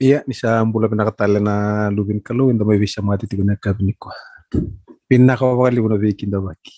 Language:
Fijian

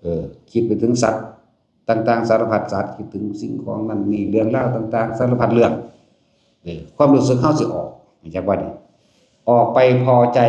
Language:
Northeastern Thai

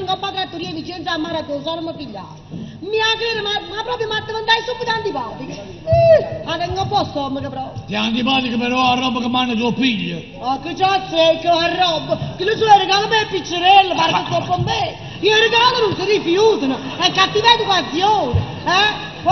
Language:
Neapolitan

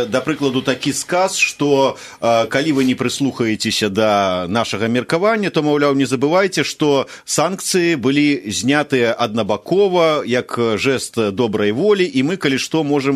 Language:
Belarusian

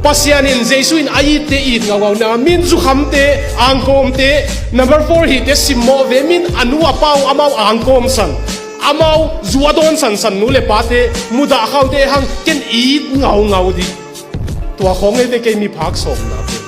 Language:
Tedim Chin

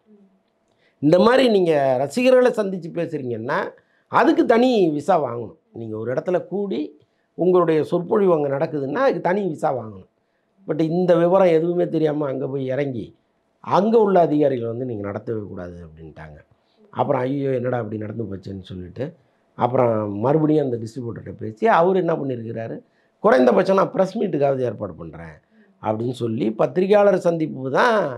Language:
Tamil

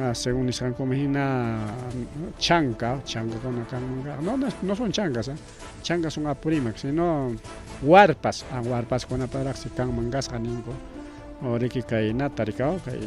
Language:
Ayacucho Quechua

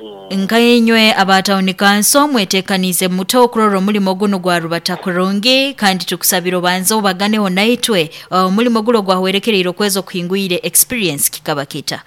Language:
Nyoro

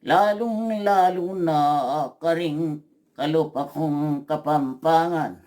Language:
Pampanga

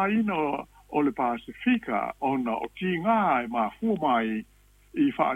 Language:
Samoan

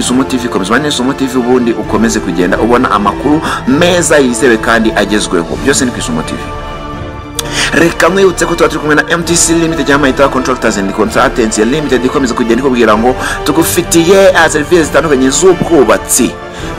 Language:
Kinyarwanda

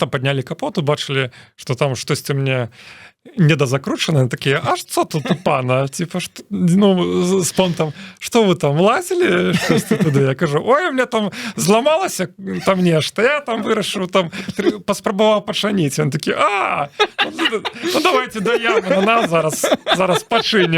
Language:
Belarusian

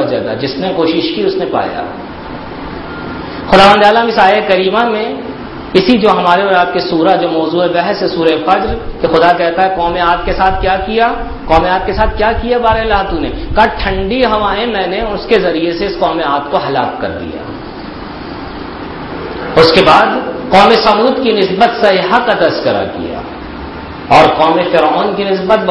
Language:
Urdu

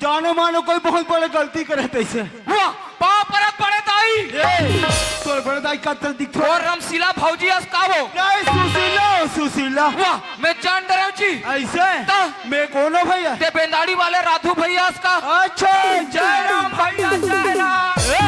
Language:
Chhattisgarhi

